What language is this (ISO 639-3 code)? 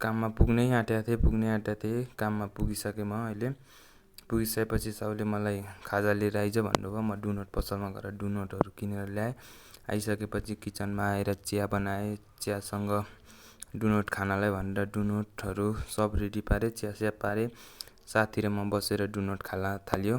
nep